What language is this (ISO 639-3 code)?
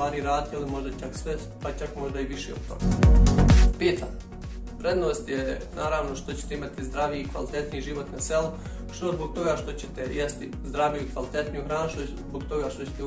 bos